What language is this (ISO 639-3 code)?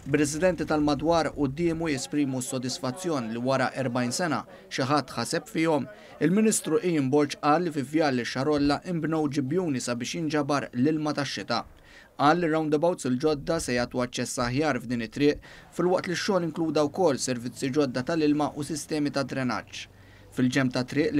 mlt